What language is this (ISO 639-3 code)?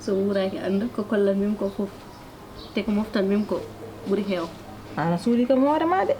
ful